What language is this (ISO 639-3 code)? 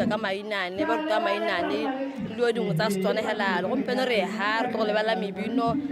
tsn